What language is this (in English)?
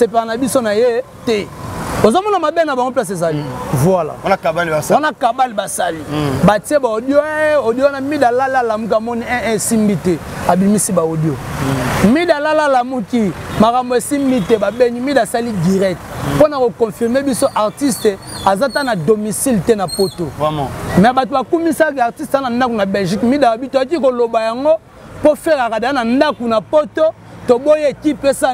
Lingala